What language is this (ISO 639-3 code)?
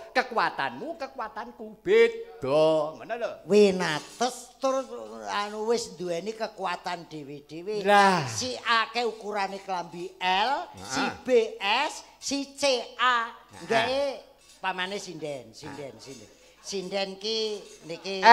jav